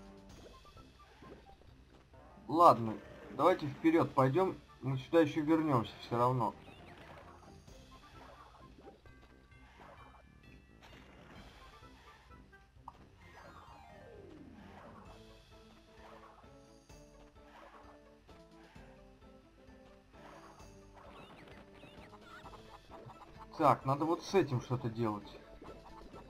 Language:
Russian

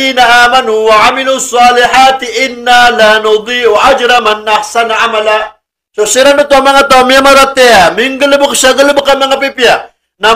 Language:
Maranao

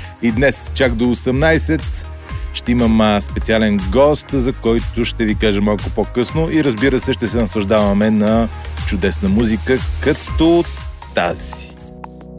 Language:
Bulgarian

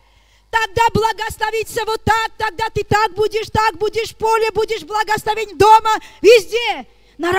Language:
Russian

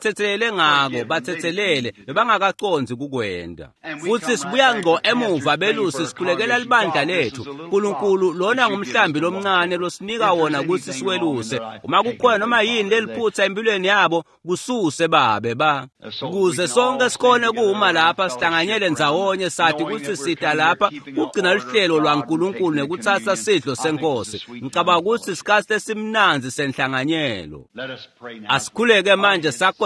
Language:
Swati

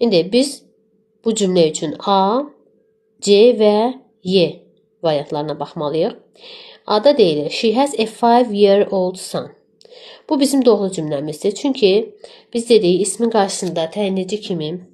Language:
Azerbaijani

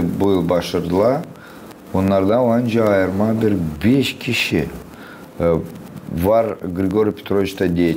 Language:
Gagauz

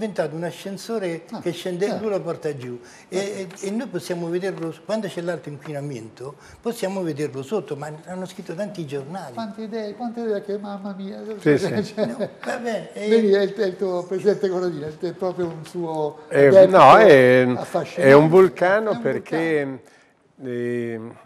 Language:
Italian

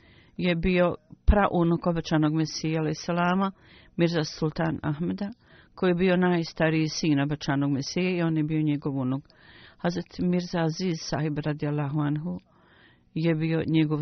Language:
Bosnian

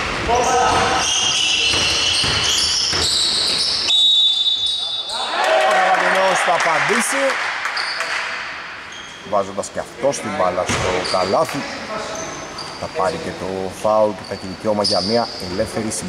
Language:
Greek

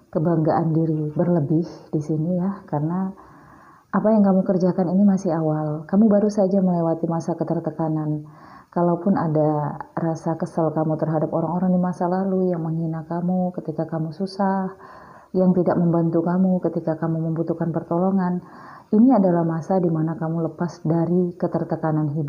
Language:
Indonesian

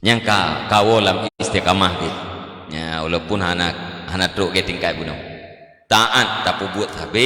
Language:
Achinese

